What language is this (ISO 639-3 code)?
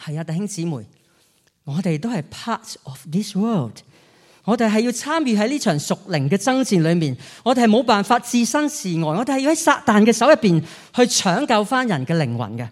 yue